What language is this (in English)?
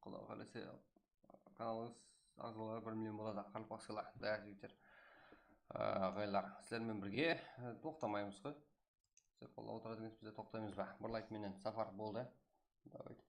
Kara-Kalpak